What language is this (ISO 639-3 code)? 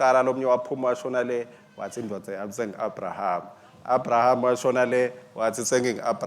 ssw